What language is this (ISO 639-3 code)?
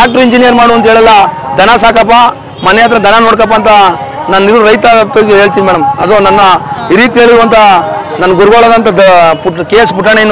kan